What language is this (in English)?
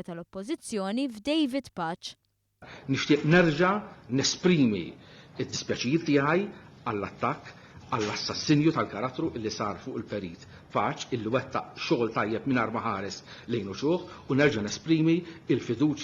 Maltese